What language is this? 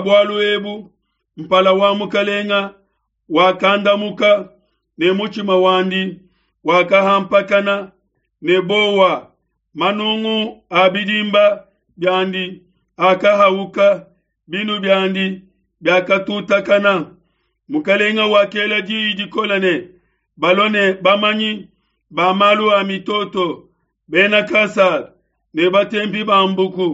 Luba-Lulua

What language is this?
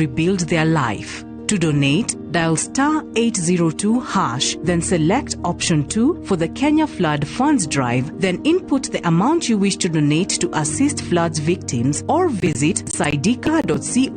Kikuyu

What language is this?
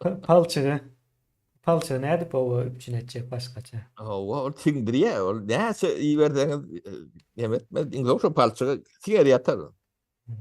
Turkmen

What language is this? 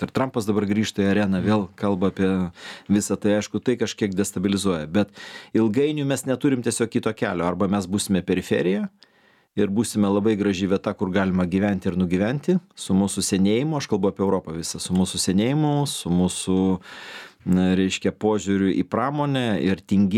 Lithuanian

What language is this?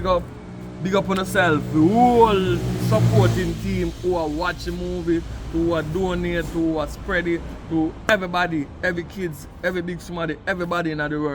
Jamaican Creole English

